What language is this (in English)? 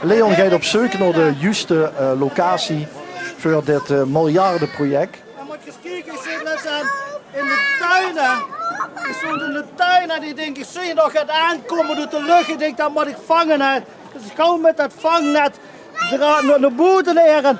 Limburgish